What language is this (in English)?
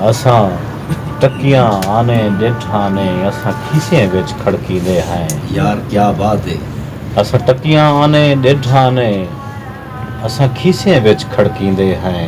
Saraiki